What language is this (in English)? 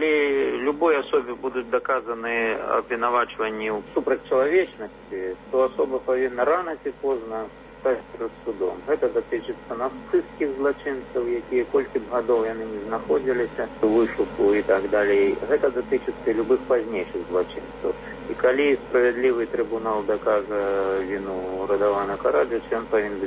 Belarusian